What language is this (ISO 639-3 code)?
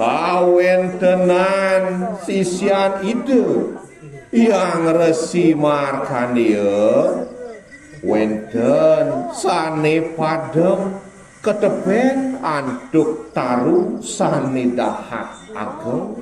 ban